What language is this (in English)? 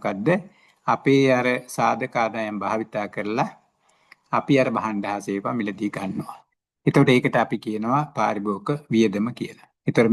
Sinhala